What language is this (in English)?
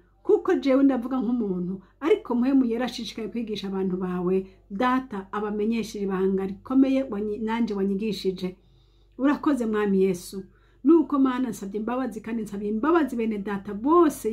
Rundi